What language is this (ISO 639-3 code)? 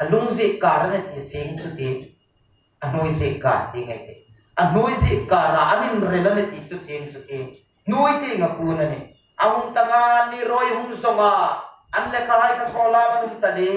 hmr